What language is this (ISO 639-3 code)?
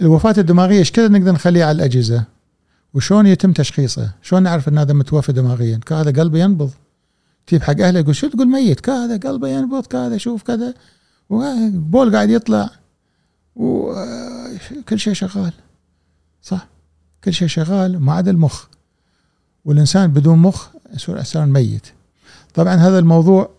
afb